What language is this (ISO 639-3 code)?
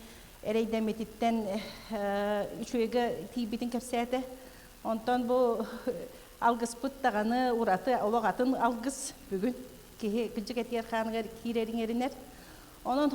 sah